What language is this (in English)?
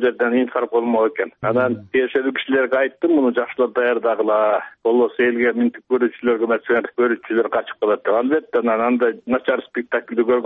Kyrgyz